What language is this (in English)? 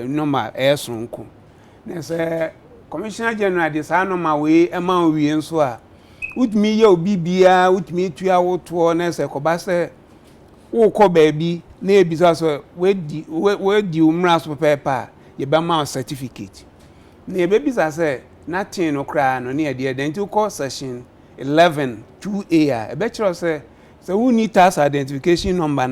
Akan